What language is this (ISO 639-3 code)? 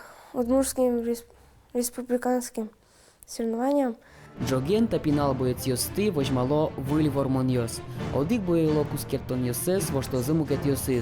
udm